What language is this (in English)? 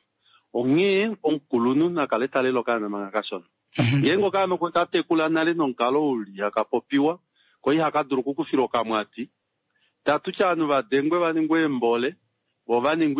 Kuanyama